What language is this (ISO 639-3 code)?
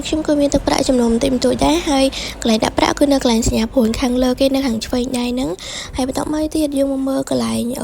khm